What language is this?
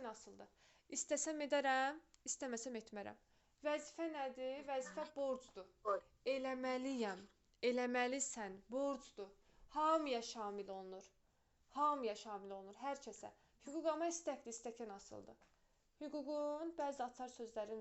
Azerbaijani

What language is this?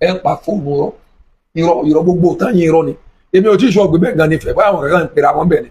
Yoruba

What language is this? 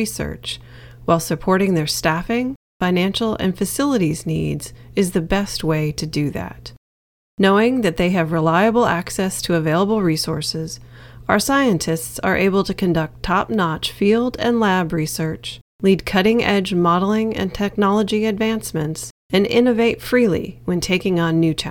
English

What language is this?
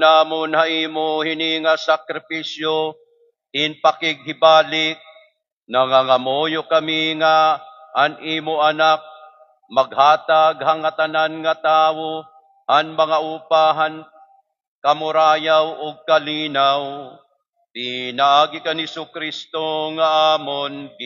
Waray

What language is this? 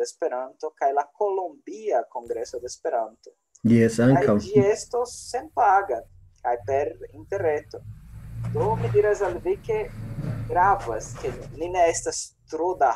Esperanto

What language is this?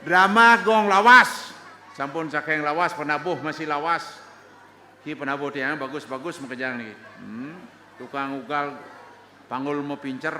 Balinese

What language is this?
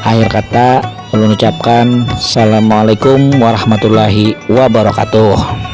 Banjar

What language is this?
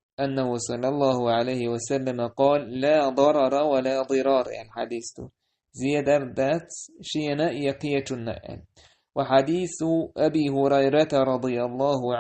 Chechen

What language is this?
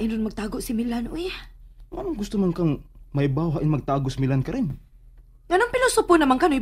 Cebuano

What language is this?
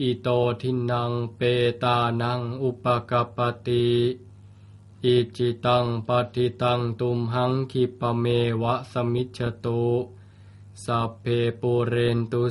Pali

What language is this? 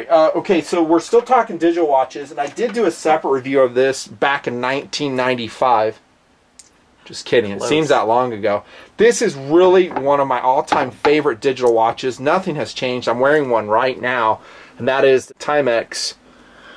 English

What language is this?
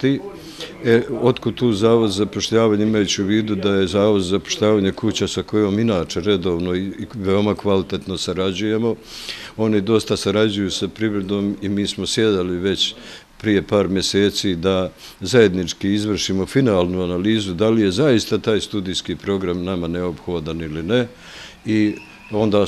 Bosnian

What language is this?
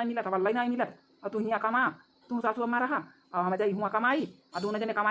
Awadhi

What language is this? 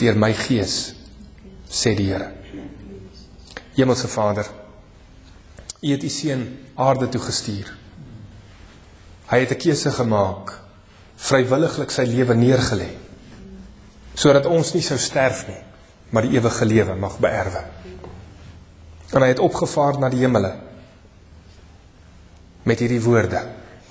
Afrikaans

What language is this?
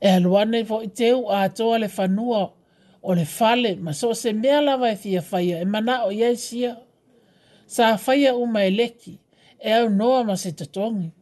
Samoan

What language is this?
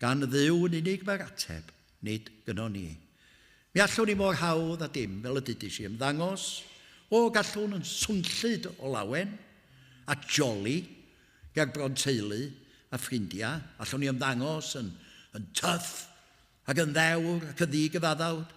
Welsh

